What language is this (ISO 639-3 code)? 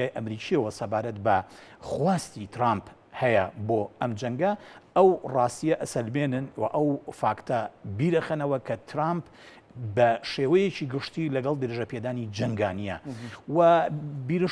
ckb